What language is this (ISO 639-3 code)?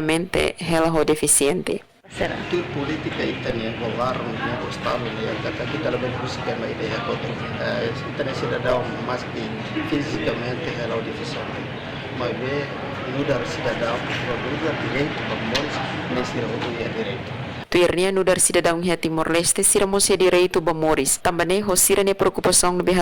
tet